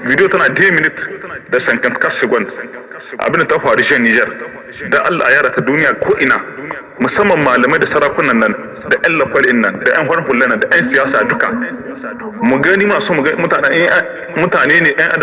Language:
Hausa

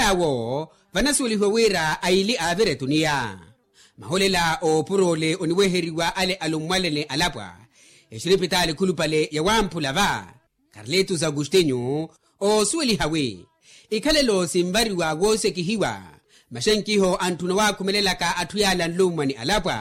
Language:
Makhuwa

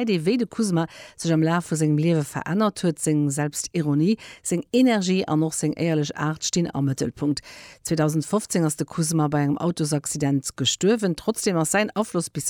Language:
Luxembourgish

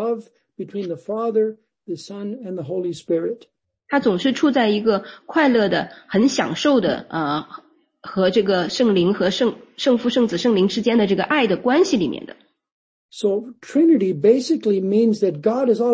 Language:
Chinese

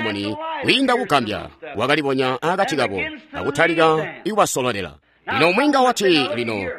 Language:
Tonga (Zambia)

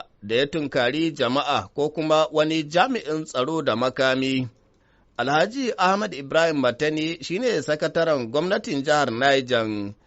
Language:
Hausa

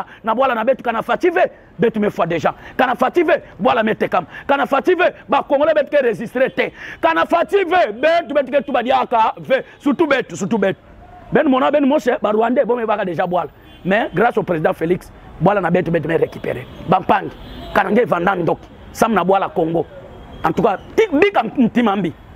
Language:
Lingala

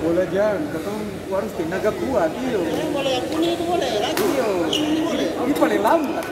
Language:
Ambonese Malay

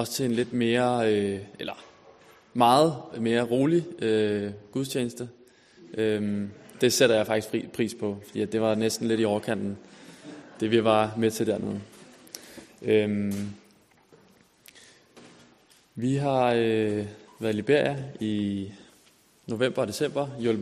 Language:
Danish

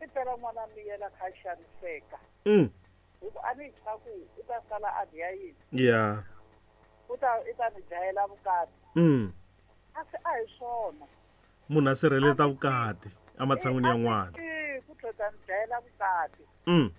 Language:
Tsonga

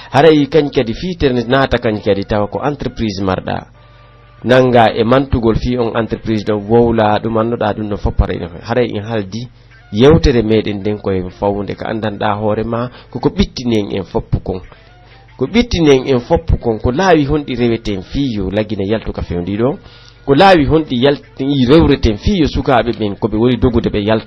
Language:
Pular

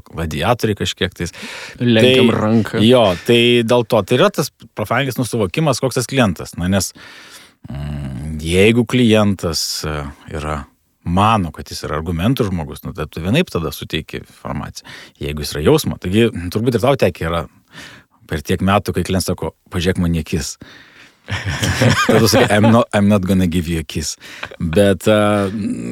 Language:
Lithuanian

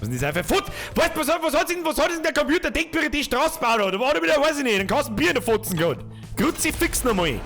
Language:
Bavarian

